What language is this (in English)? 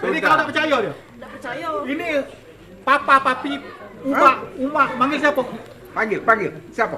Musi